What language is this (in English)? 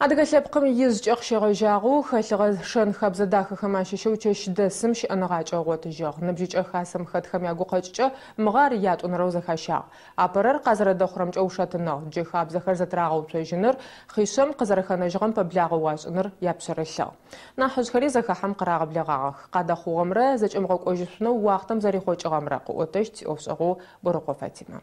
Adyghe